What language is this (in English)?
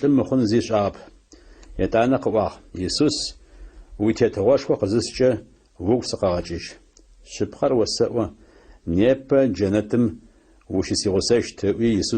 Adyghe